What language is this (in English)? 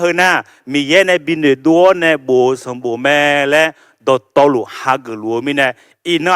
Akha